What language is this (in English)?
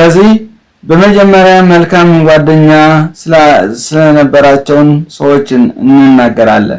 Amharic